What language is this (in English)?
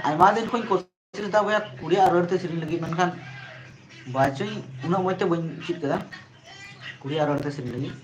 Santali